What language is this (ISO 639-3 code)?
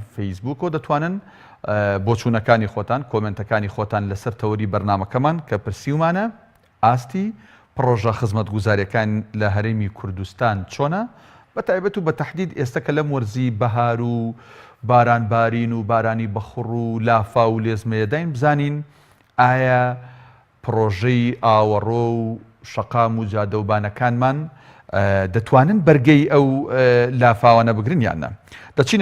ckb